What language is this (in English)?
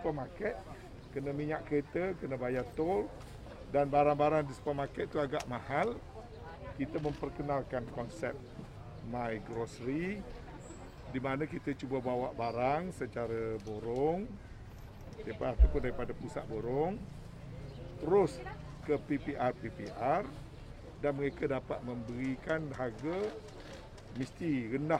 Malay